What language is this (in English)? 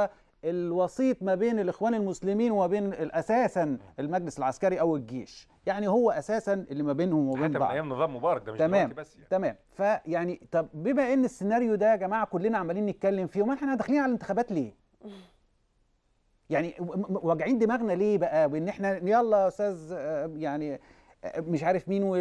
Egyptian Arabic